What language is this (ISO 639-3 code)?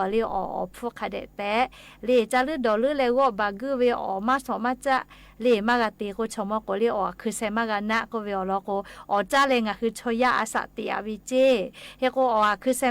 lhu